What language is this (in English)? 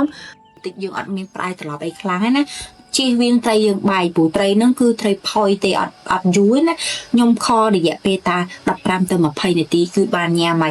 Khmer